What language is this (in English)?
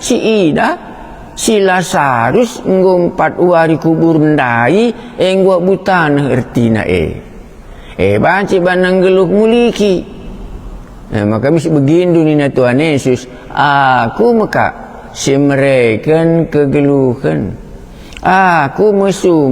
Batak Karo